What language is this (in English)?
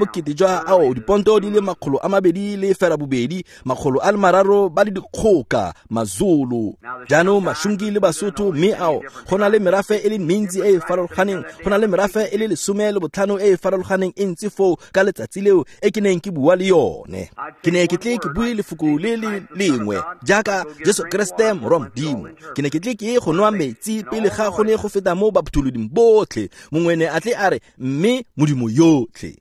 Tswana